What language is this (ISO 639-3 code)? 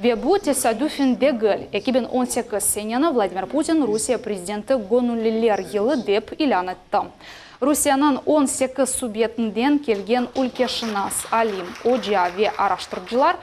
crh